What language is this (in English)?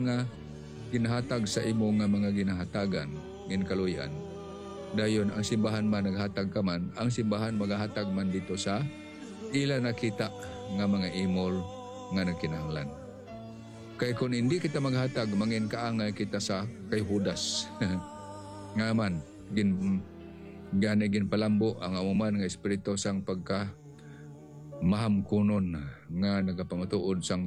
Hiligaynon